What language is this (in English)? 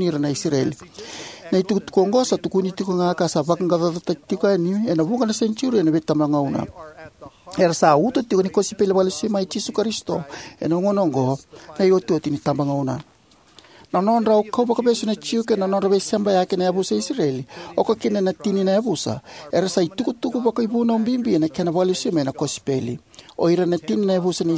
Fijian